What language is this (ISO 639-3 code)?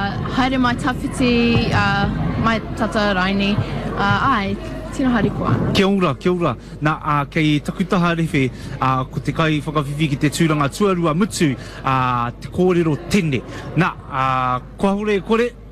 mri